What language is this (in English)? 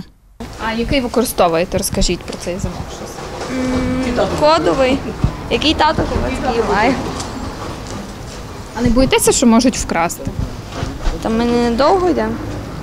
Ukrainian